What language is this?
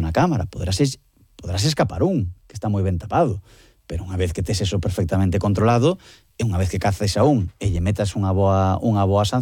Galician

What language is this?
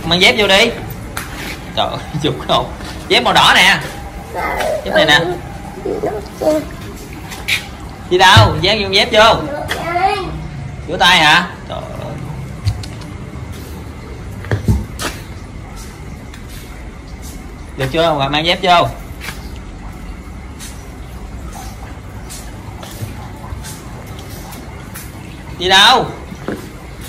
Vietnamese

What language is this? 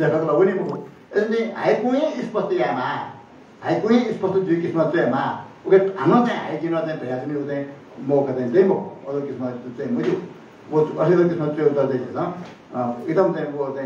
Newari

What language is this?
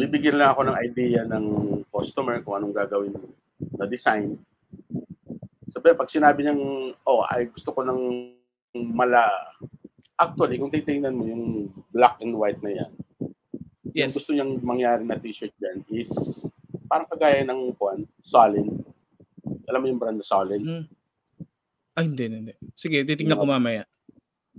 Filipino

